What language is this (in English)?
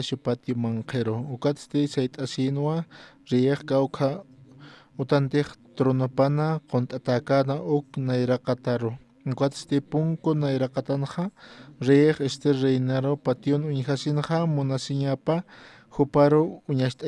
Aymara